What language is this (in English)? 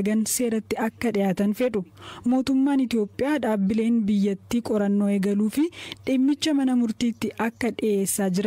Oromo